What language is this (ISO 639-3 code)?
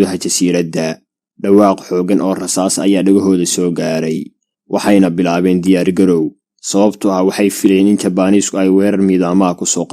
som